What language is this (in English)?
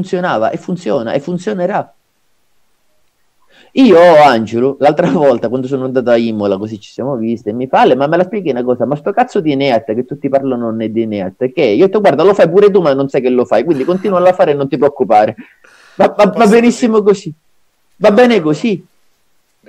Italian